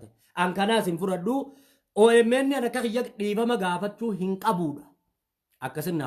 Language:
Oromo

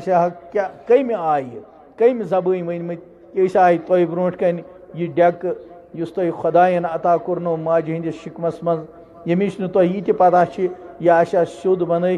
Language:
Kashmiri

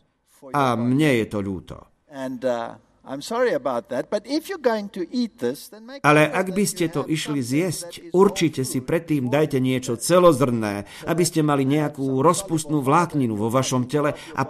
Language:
Slovak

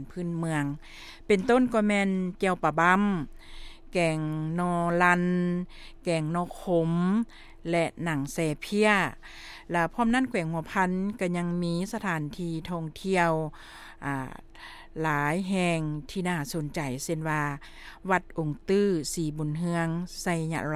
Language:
Lao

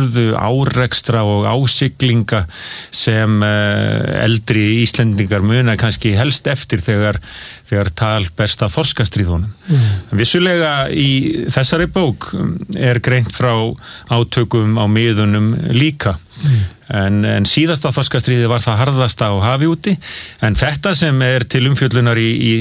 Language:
Icelandic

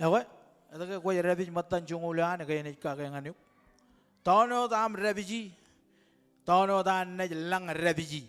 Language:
Marshallese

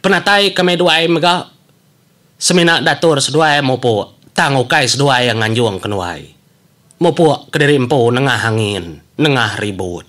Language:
Iban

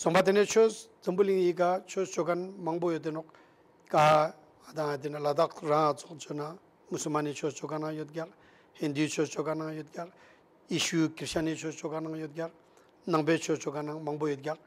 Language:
Ladakhi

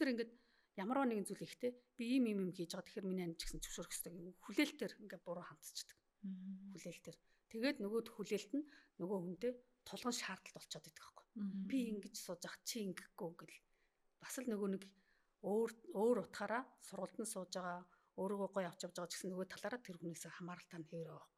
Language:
Mongolian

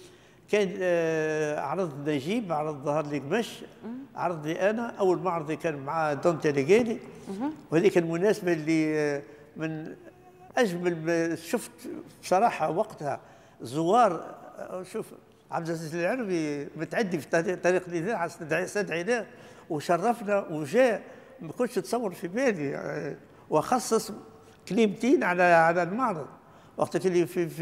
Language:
Tunisian Arabic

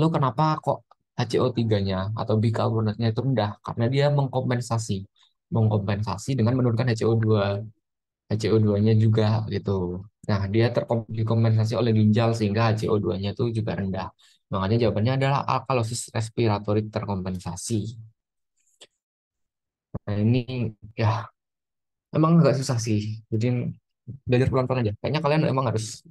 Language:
Indonesian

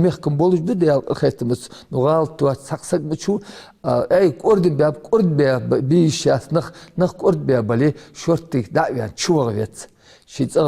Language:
Ingush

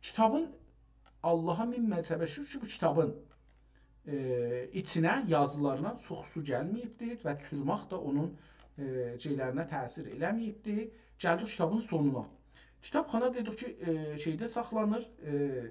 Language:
South Azerbaijani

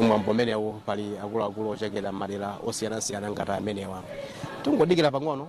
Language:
Nyanja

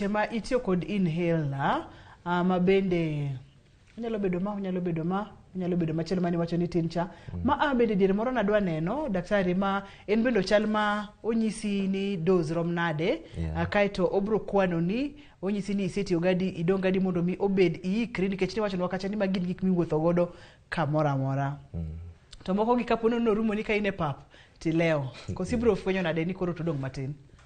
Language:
Luo (Kenya and Tanzania)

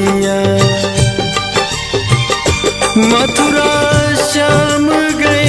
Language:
Bhojpuri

